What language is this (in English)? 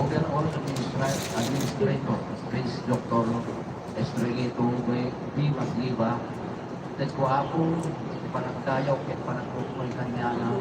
Iloko